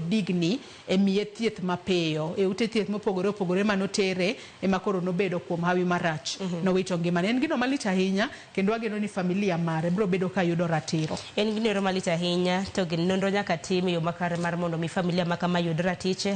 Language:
Luo (Kenya and Tanzania)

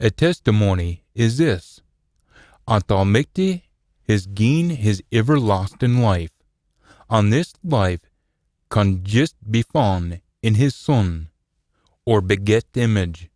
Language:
Scots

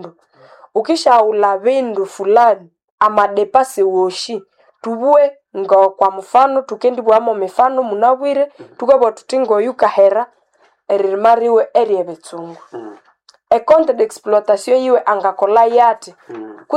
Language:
Nande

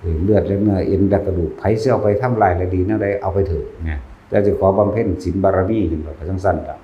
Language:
Northeastern Thai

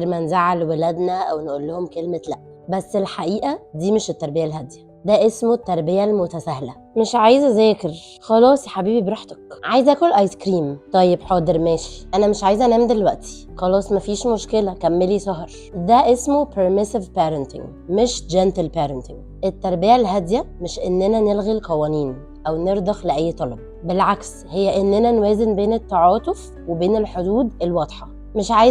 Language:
Egyptian Arabic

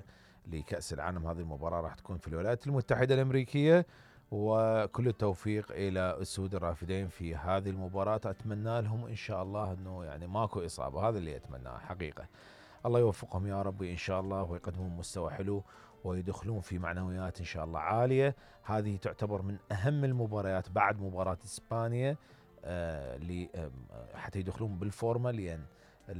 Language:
Mesopotamian Arabic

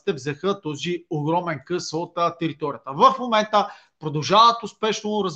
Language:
Bulgarian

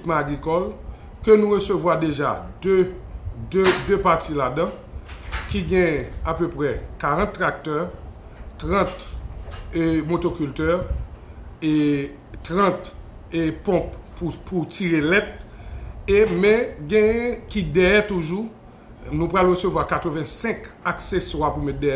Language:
Haitian Creole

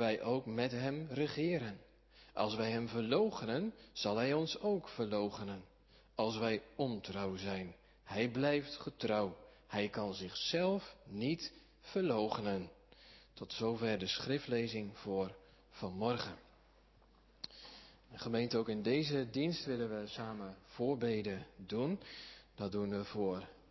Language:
Dutch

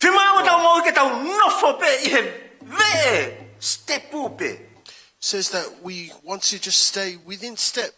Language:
Tongan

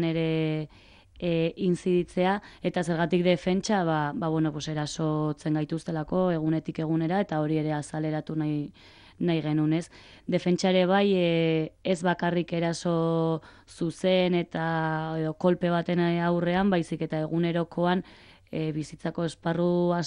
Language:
Basque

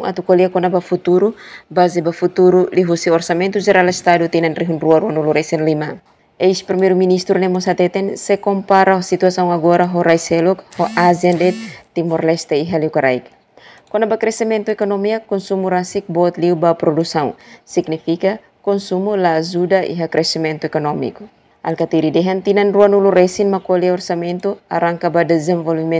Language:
Tetum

